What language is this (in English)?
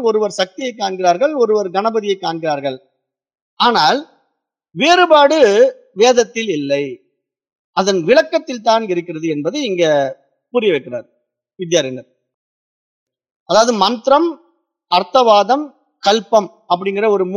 Tamil